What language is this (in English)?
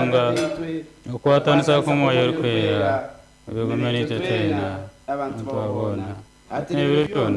Nyankole